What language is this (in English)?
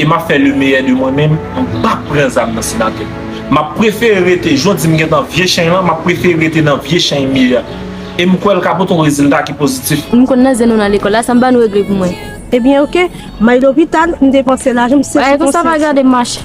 Haitian Creole